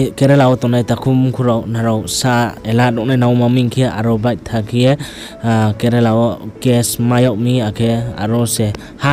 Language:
Riang (India)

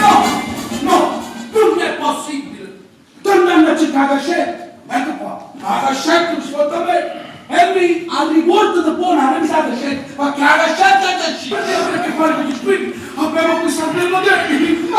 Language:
Neapolitan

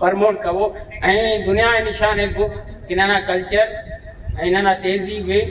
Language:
Brahui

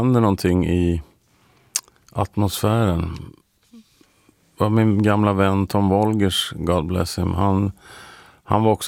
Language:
Swedish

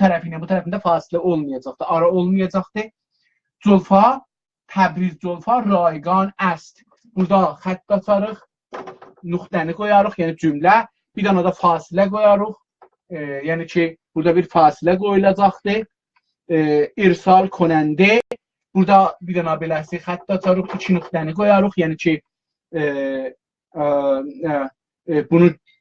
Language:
South Azerbaijani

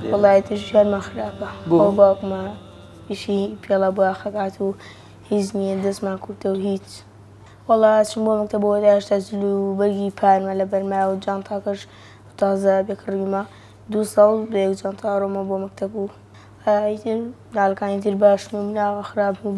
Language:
Central Kurdish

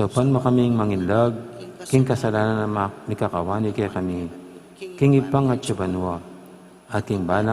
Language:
Pampanga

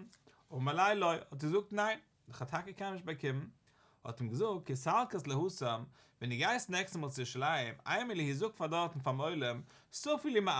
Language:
Yiddish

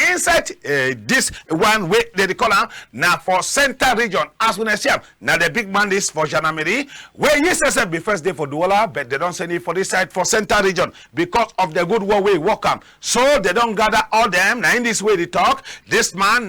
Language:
Cameroon Pidgin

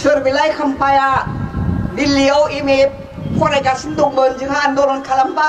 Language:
Bodo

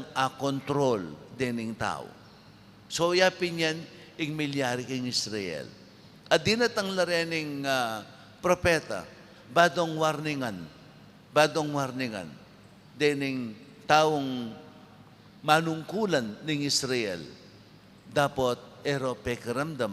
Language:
Pampanga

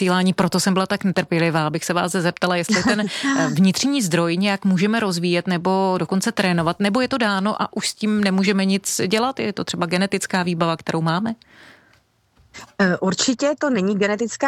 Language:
Czech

